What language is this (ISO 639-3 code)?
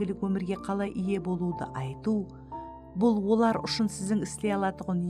kaa